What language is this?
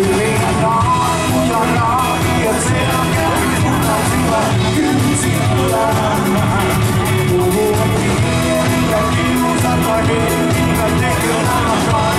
Finnish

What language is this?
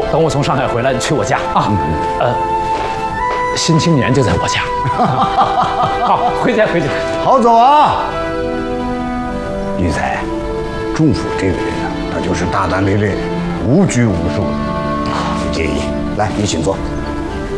Chinese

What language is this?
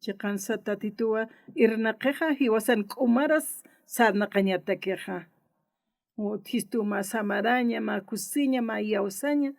Aymara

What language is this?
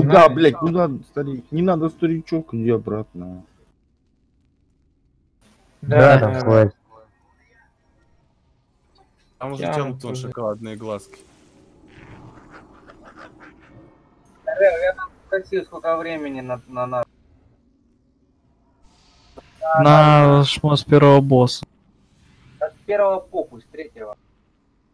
Russian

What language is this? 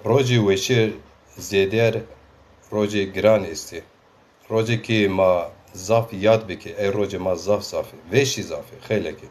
Zaza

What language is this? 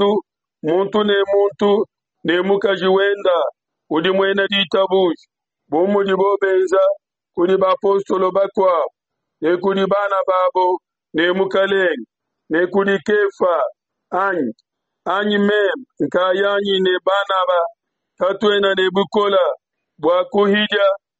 Luba-Lulua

